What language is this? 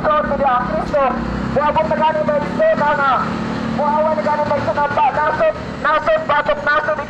Cebuano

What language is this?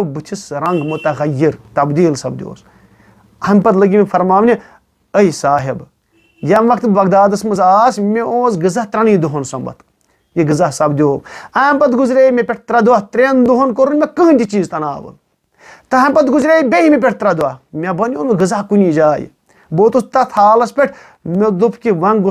Kashmiri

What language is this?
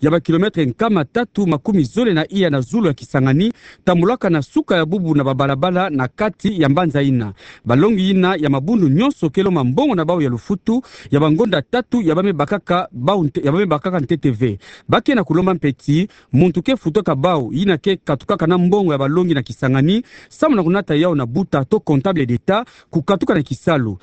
Kituba (Democratic Republic of Congo)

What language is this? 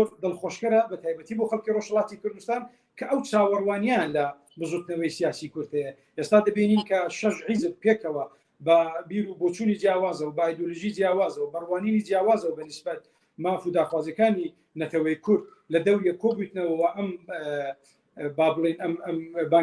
Central Kurdish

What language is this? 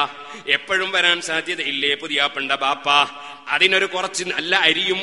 Malayalam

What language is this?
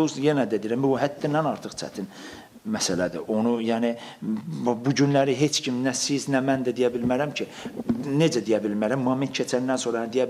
Azerbaijani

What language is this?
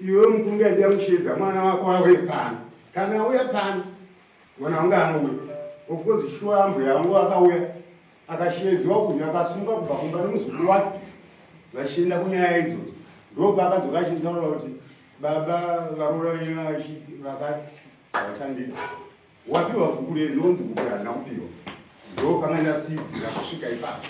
Shona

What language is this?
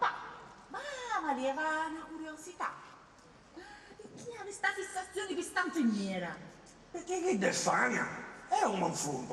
Sicilian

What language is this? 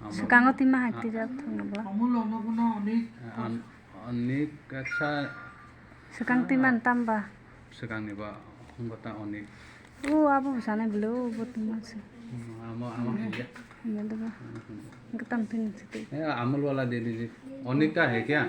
Kok Borok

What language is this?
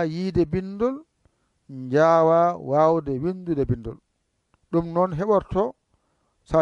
Pular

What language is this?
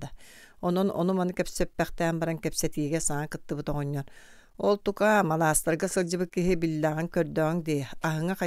Yakut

